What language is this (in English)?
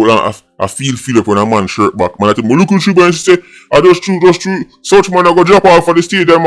Jamaican Creole English